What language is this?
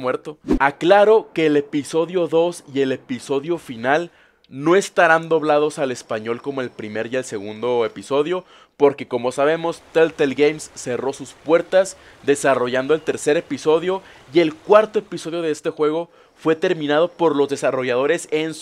Spanish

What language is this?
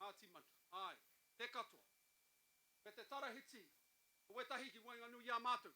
Māori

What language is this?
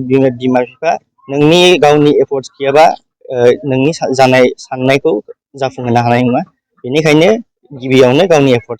Bodo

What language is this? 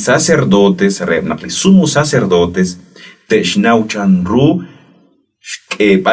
Kekchí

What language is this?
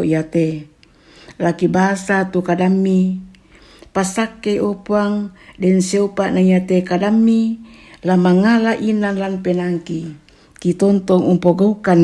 Toraja-Sa'dan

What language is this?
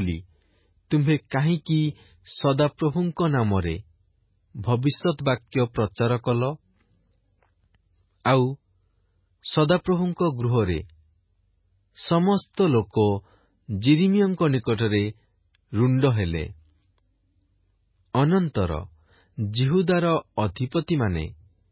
Odia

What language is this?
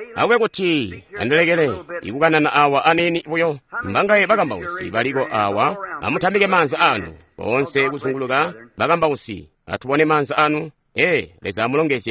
Tonga (Zambia)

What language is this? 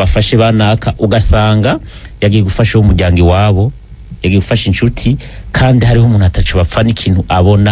Rundi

